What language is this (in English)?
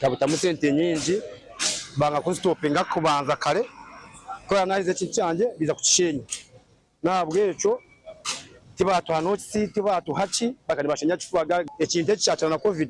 Nyankole